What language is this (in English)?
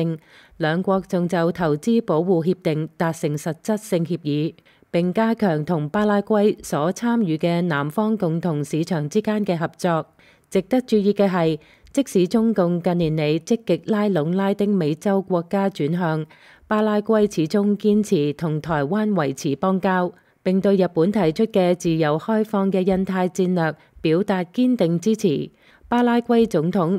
Cantonese